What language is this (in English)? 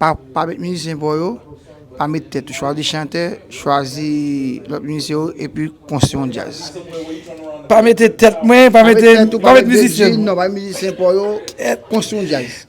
Haitian Creole